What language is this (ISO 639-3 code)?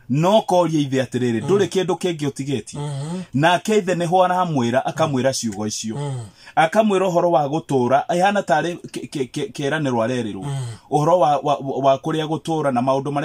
kik